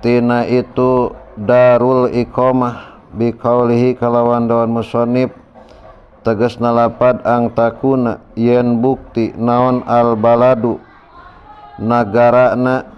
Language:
Sundanese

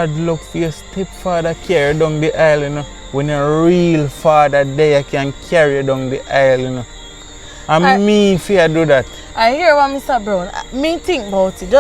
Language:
Jamaican Creole English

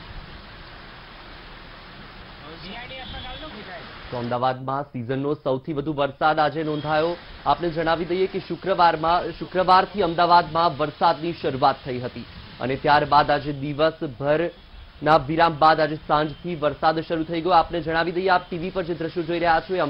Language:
Gujarati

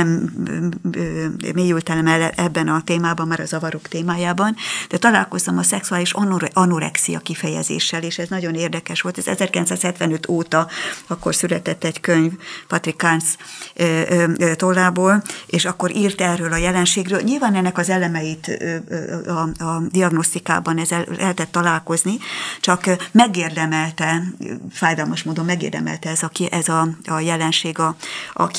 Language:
Hungarian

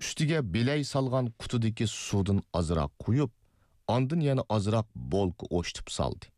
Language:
Uyghur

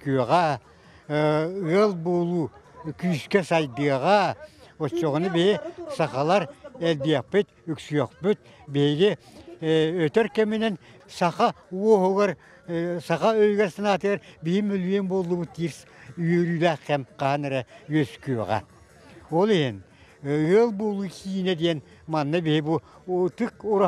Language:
Yakut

